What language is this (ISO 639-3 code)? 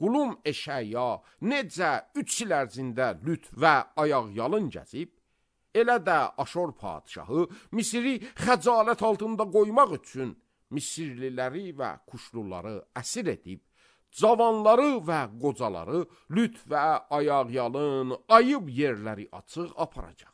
aze